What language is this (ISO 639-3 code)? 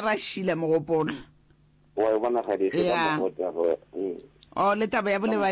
nso